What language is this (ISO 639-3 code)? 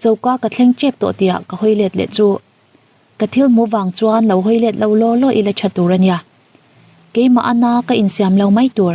lus